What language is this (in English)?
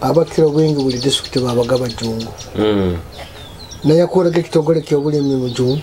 Nyoro